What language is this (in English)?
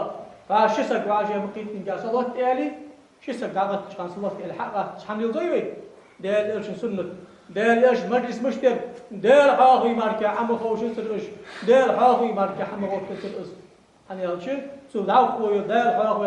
Ingush